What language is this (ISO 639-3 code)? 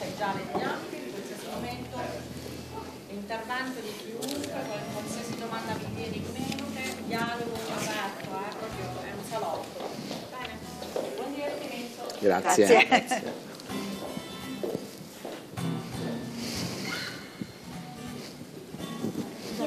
ita